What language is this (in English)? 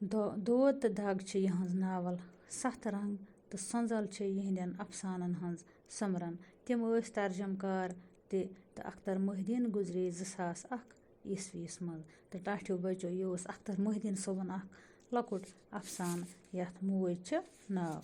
Kashmiri